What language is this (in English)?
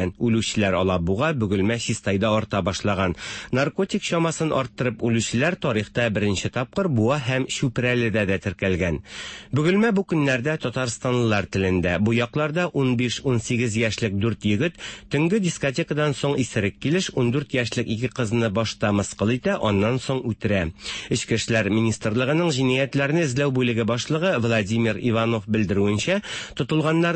Tatar